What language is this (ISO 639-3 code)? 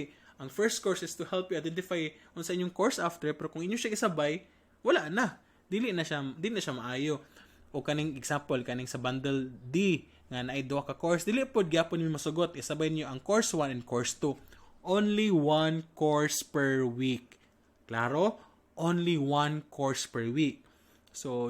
ceb